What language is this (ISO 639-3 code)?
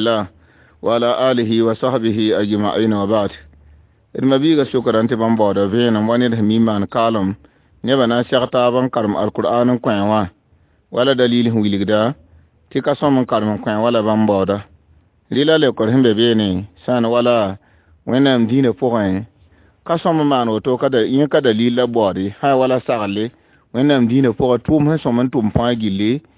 mos